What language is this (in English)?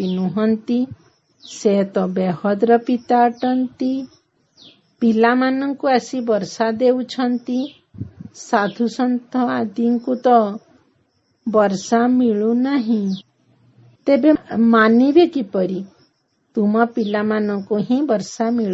Odia